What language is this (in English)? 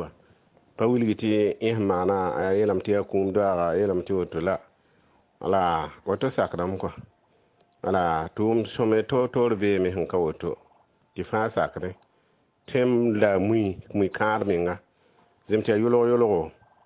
Mossi